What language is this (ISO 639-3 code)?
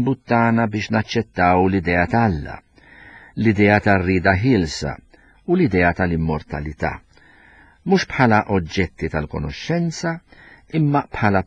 mlt